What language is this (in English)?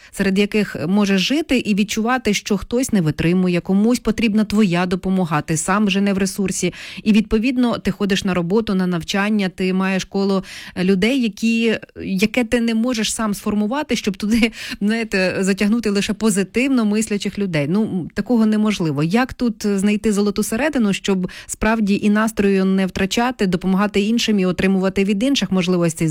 Ukrainian